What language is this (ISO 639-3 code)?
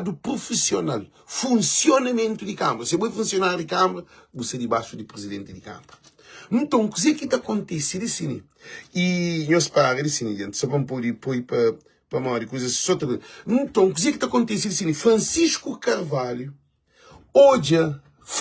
kea